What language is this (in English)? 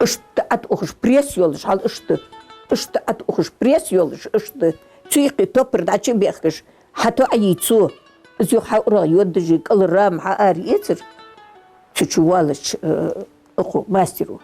Ingush